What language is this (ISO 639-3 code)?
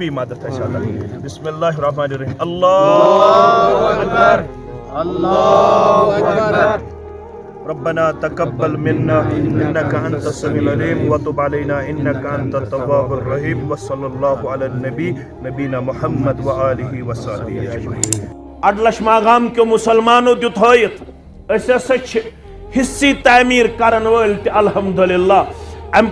kas